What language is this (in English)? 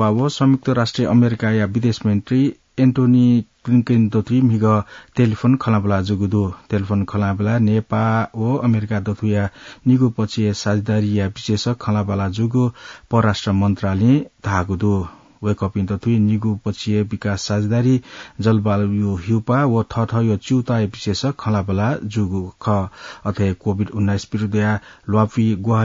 Newari